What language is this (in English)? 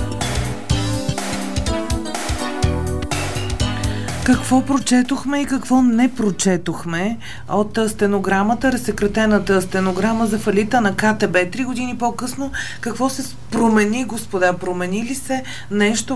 Bulgarian